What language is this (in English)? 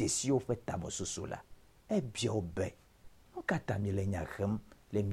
Ewe